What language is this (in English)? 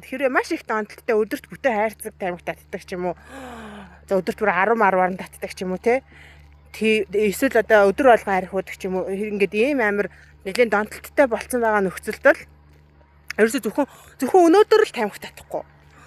Mongolian